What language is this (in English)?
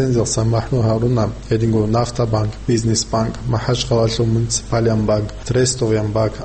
Avaric